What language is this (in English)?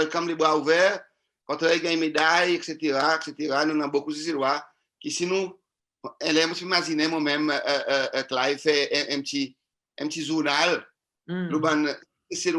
Seselwa Creole French